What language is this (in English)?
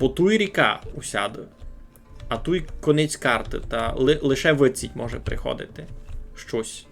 Rusyn